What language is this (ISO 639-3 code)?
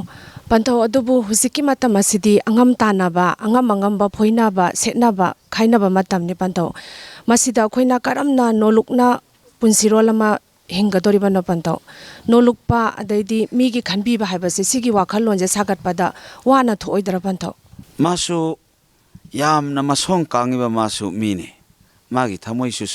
mni